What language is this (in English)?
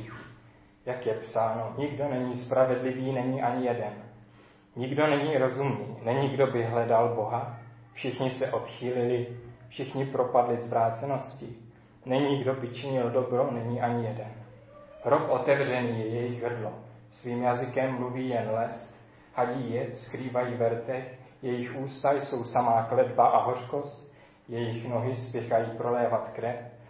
Czech